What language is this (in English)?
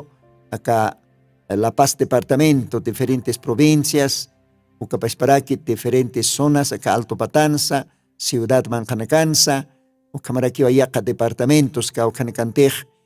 Aymara